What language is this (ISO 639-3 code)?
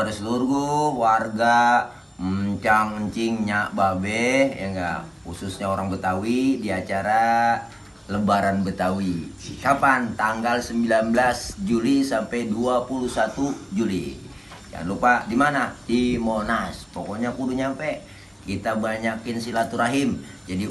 bew